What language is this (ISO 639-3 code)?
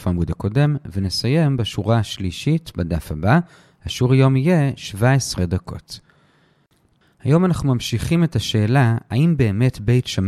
heb